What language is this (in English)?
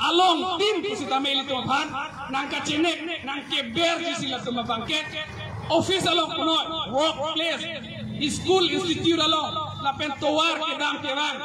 Karbi